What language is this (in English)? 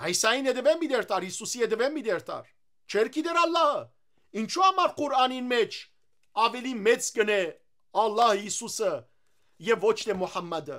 Western Armenian